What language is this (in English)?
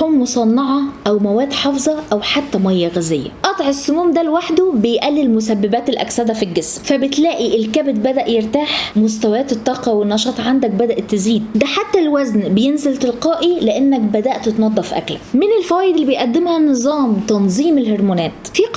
Egyptian Arabic